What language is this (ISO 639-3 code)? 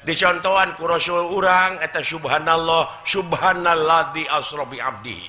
sun